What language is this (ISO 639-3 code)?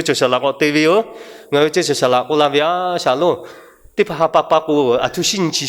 lhu